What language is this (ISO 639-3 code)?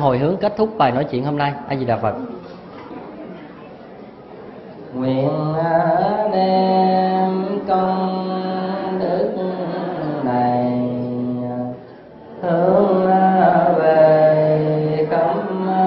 vie